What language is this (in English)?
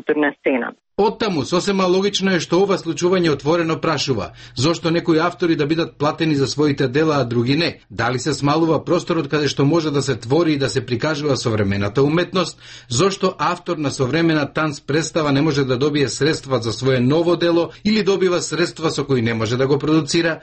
Macedonian